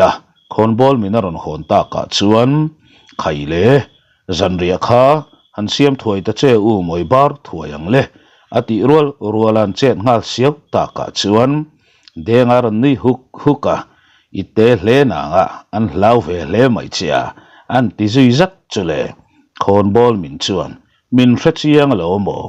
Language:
Mizo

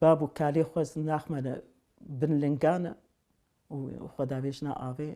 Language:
Kurdish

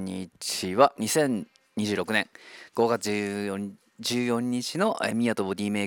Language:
Japanese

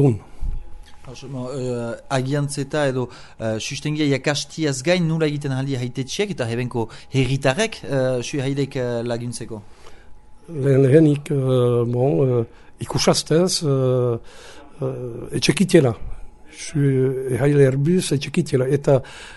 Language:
Basque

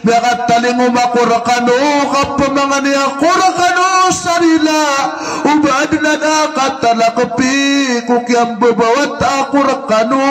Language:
Maranao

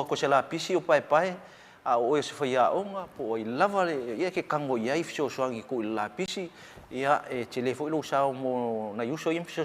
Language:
Samoan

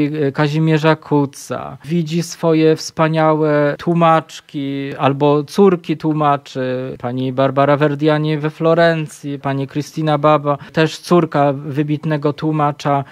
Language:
Polish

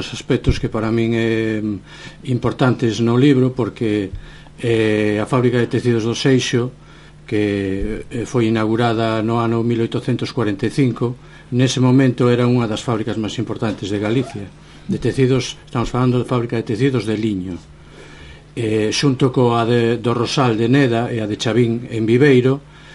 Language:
Galician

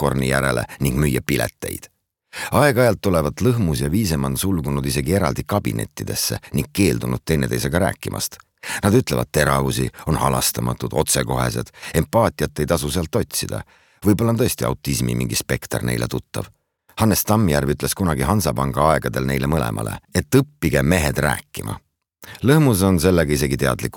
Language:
Estonian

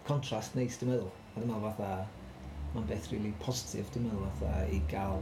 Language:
Welsh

